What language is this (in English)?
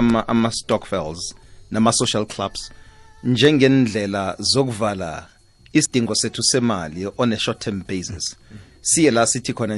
South Ndebele